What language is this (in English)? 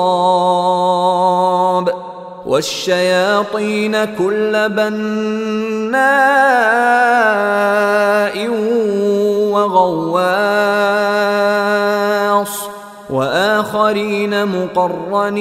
Arabic